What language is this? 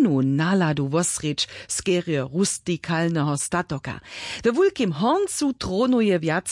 Upper Sorbian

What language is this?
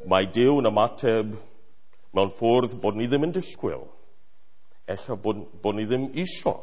Welsh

